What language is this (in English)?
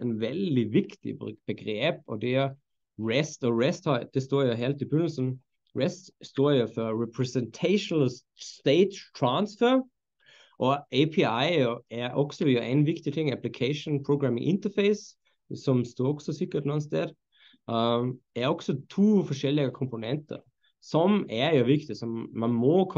Norwegian